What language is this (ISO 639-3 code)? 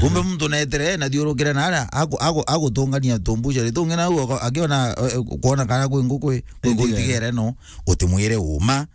mer